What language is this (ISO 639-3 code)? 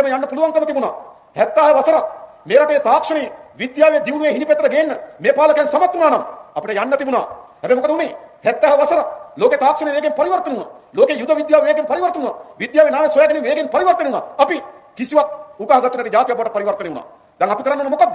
sin